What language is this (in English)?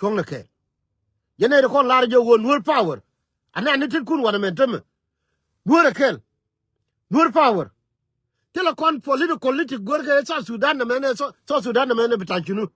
Nuer